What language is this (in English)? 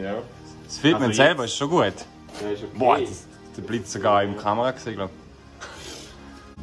Swiss German